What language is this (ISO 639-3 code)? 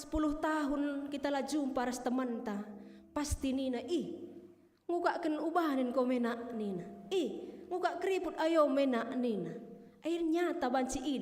btx